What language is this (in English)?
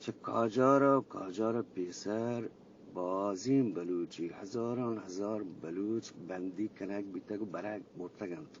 Eastern Balochi